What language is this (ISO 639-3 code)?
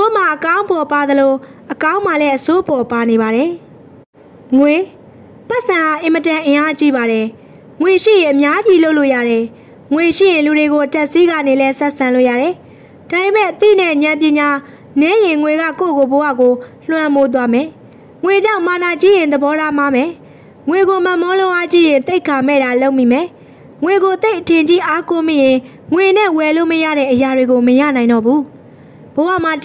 mya